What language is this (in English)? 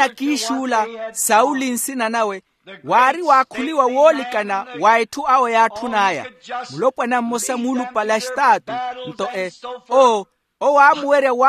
Makhuwa